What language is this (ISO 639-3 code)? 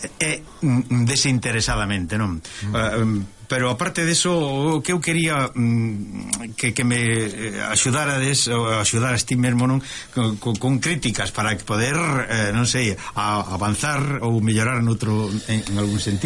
glg